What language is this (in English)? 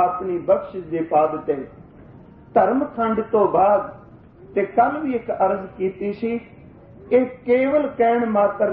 Punjabi